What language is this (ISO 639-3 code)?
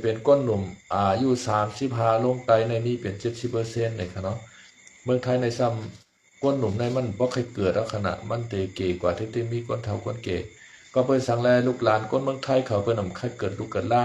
shn